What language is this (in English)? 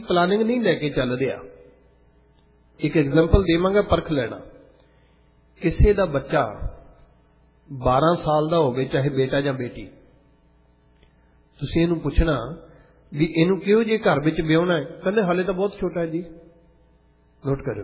Punjabi